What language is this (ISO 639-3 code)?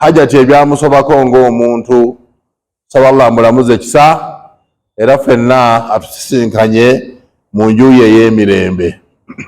lug